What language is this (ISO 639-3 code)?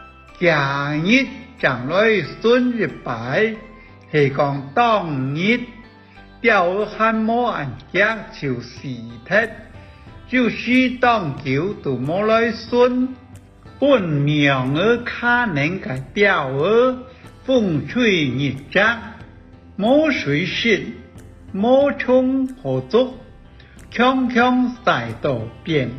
hak